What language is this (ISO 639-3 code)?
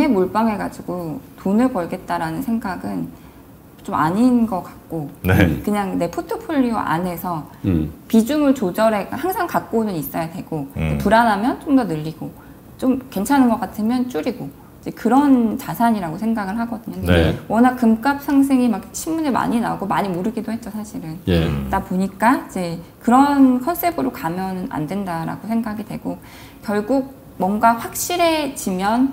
kor